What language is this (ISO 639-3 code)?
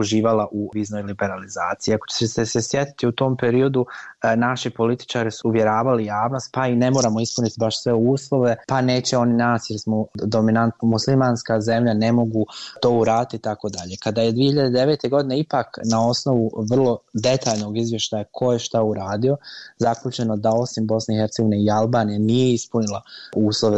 bos